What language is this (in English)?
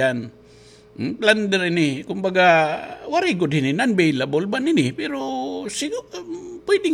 Waray